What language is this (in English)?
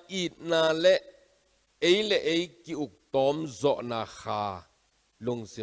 Tedim Chin